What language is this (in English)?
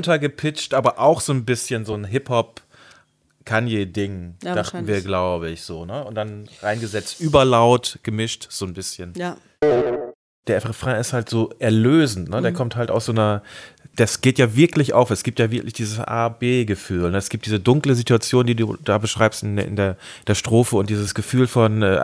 German